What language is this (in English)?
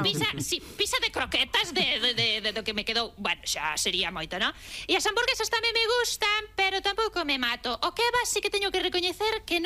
Galician